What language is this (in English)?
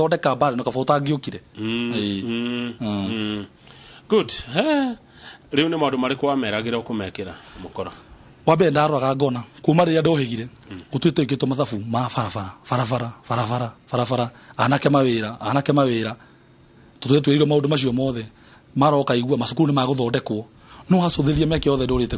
Kikuyu